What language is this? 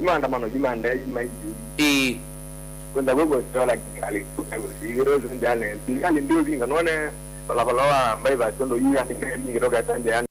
Kamba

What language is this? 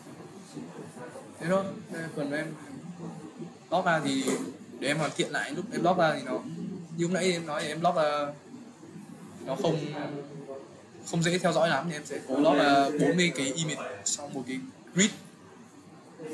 Vietnamese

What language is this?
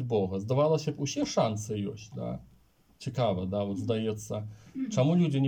Belarusian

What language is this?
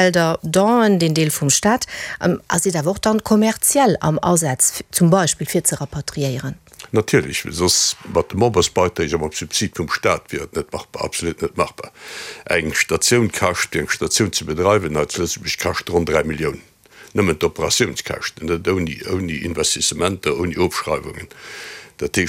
Luxembourgish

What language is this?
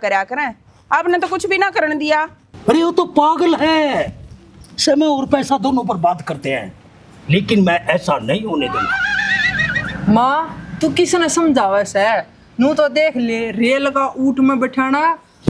Haryanvi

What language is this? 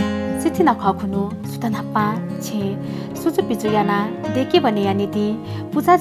Newari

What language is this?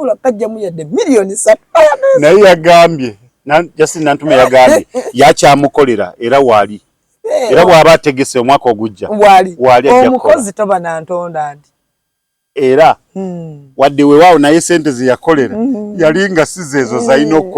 Ganda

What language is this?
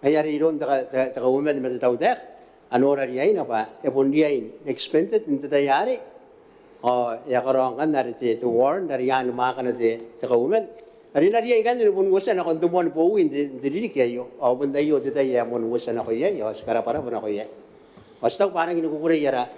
Gilbertese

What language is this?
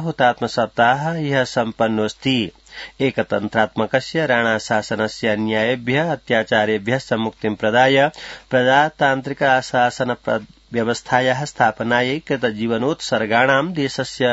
Sanskrit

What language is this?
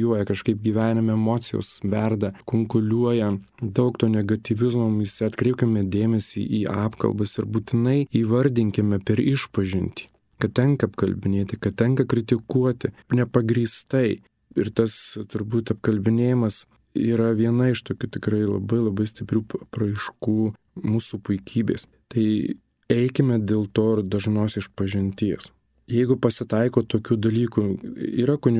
Lithuanian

